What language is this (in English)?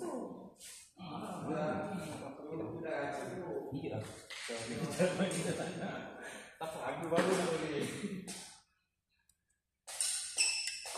Malay